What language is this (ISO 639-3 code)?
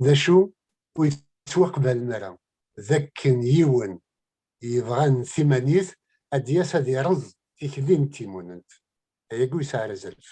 kab